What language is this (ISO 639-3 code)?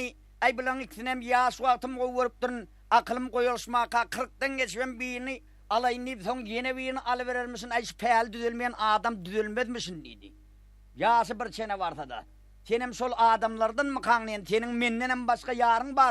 tuk